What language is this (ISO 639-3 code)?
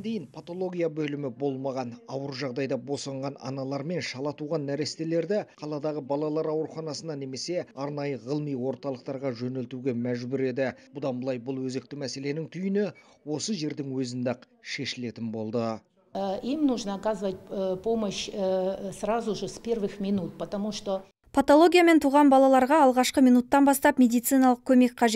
kaz